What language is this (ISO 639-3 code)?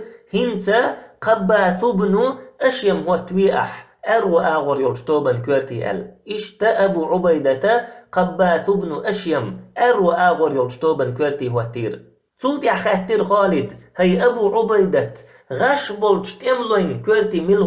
che